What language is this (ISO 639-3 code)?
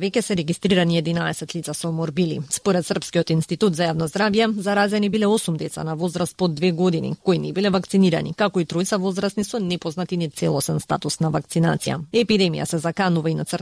mkd